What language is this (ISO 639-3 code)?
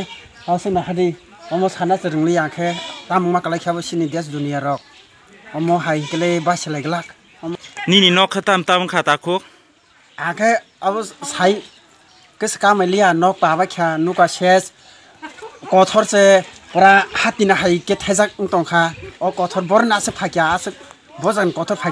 trp